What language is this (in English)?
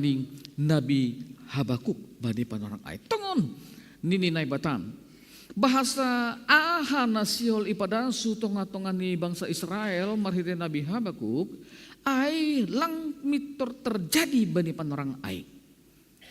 Batak Simalungun